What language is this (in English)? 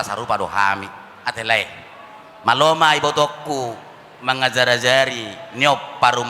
Batak Toba